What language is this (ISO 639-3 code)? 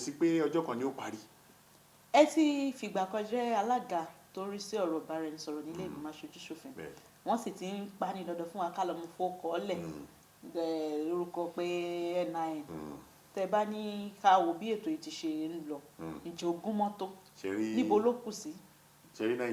yor